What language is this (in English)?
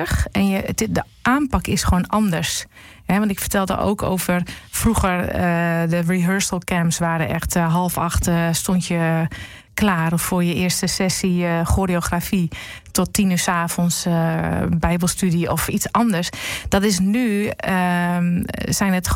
Dutch